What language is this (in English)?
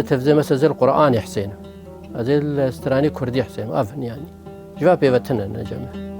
Kurdish